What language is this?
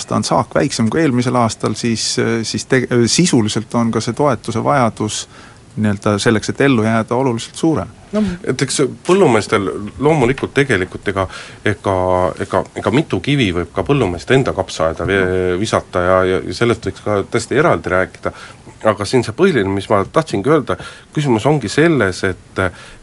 Estonian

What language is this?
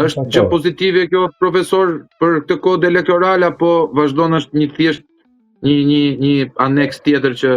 Albanian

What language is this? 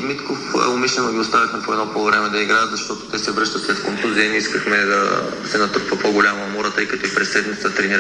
Bulgarian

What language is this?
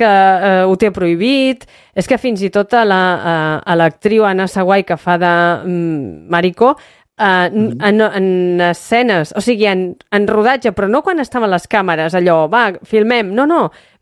Catalan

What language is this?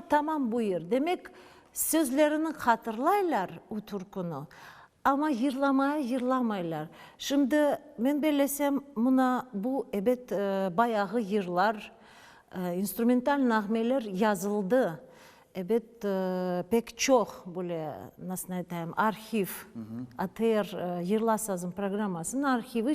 Crimean Tatar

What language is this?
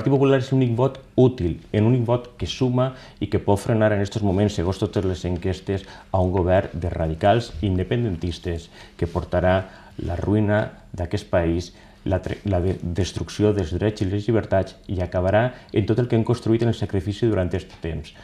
Catalan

